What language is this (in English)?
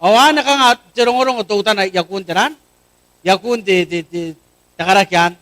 Gilbertese